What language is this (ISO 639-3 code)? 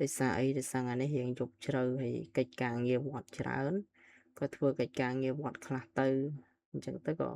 khm